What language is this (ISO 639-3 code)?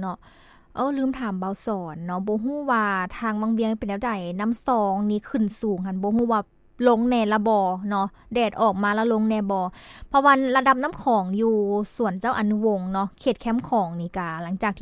lao